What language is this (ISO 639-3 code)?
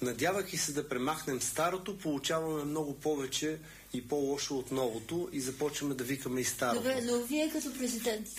bul